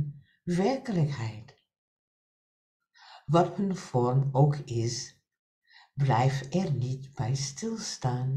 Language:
Dutch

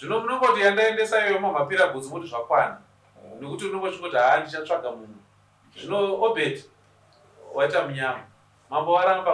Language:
Shona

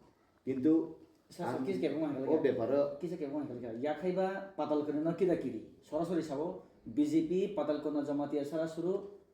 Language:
Kok Borok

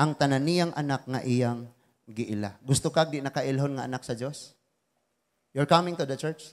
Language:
Cebuano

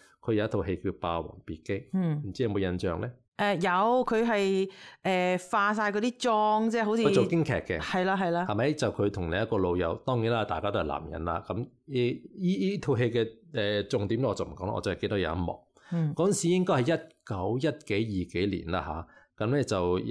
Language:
Cantonese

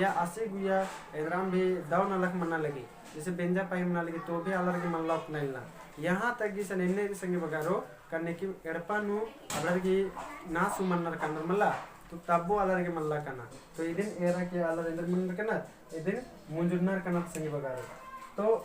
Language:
Kurukh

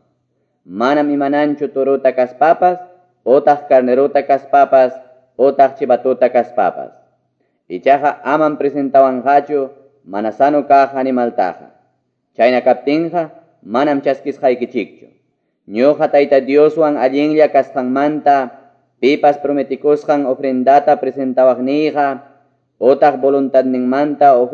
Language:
Quechua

